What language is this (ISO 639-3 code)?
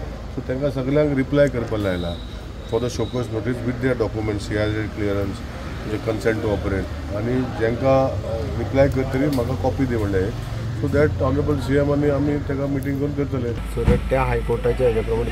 kok